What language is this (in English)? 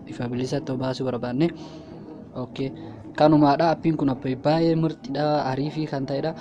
Oromo